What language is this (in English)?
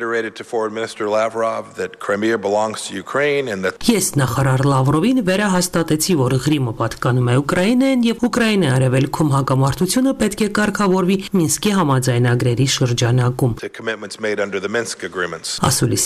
Armenian